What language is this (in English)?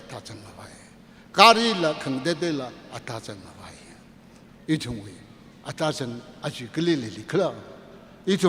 Tangkhul Naga (India)